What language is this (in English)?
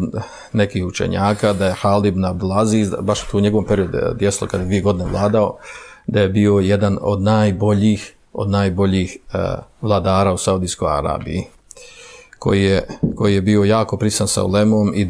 Bosnian